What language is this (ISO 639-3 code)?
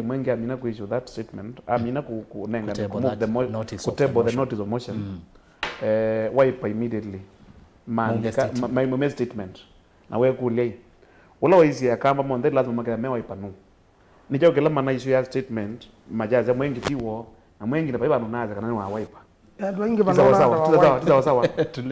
kam